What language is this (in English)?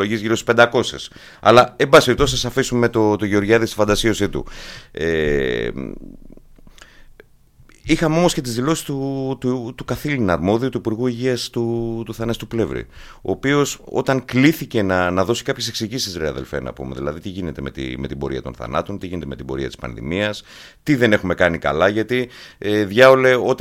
Greek